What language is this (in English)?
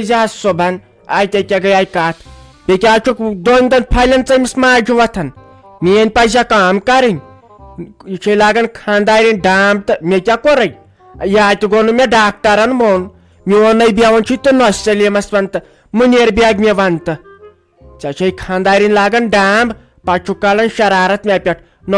Kashmiri